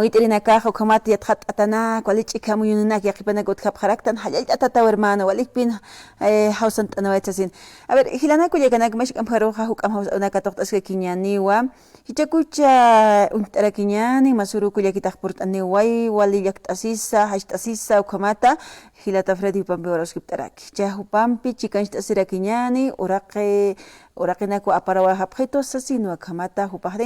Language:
Aymara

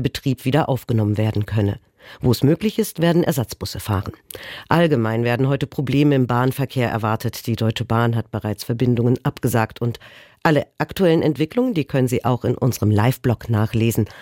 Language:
German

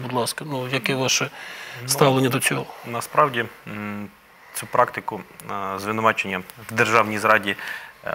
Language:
Ukrainian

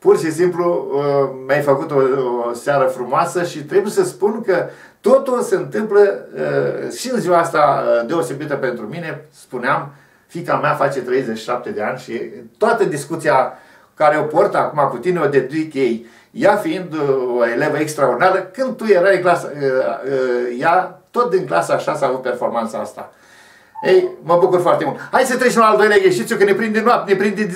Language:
Romanian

